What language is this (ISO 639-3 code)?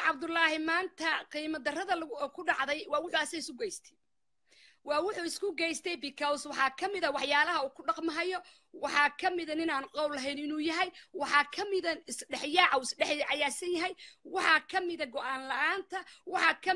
som